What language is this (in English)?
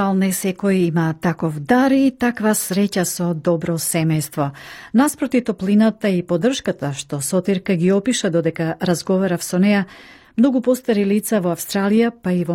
Macedonian